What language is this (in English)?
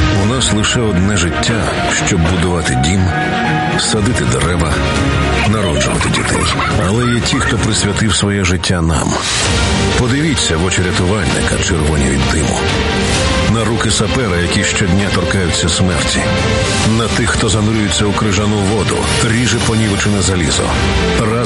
Ukrainian